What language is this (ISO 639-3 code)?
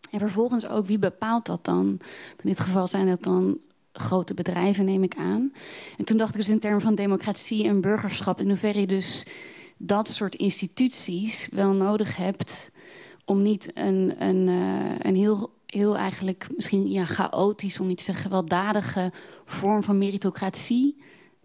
nld